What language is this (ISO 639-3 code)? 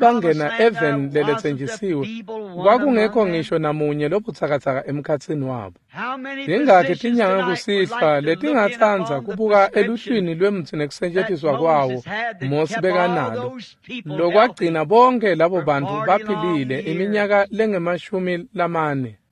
ssw